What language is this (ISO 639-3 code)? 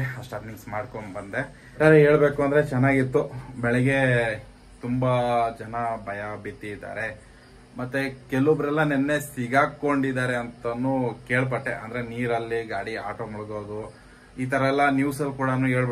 kan